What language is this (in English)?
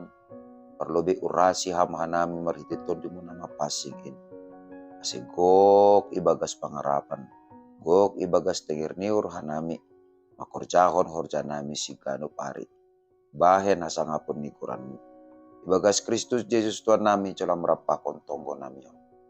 Batak Simalungun